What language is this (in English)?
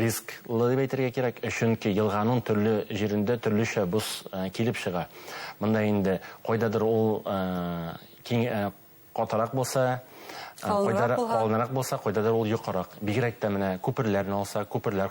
Bashkir